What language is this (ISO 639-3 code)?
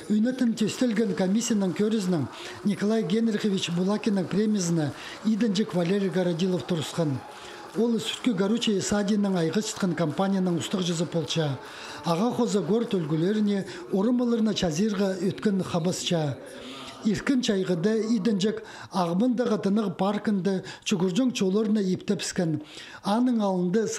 kjh